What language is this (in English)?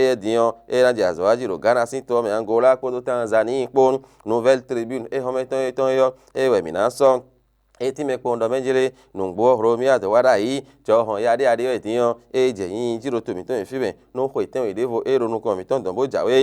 Fon